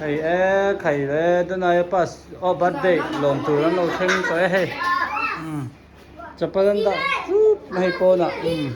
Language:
Hmar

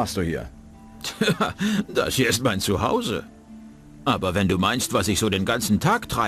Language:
Bavarian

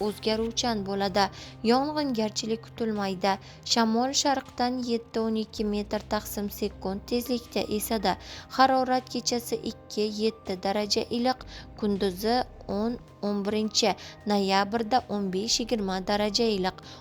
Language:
Uzbek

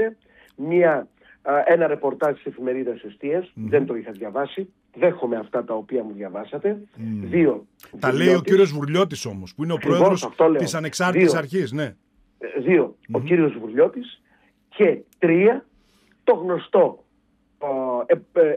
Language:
Greek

